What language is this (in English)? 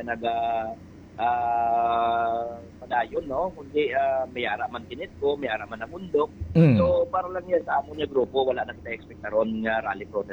Hiligaynon